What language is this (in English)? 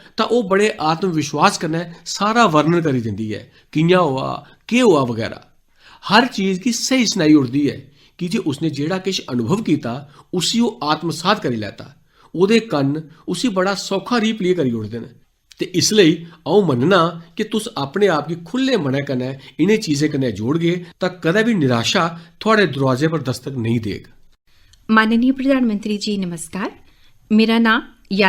Dogri